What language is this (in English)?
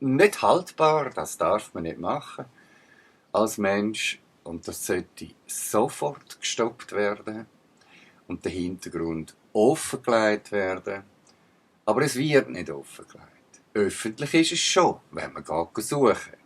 Swiss German